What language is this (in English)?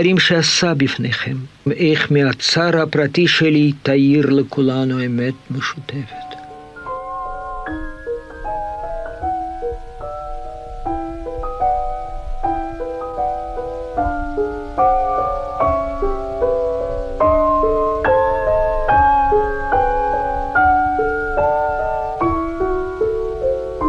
Hebrew